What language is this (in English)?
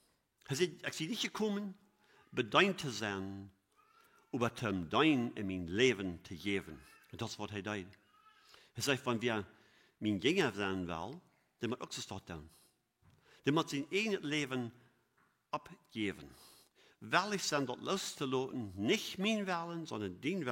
Plautdietsch